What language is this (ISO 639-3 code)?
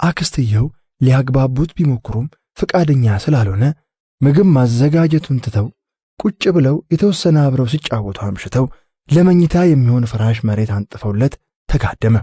amh